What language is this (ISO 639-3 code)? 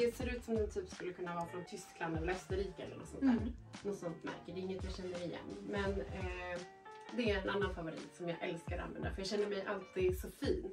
swe